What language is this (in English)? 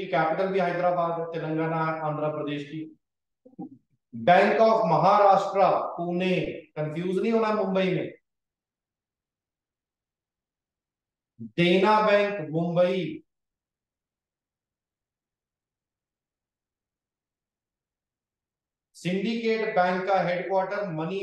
Hindi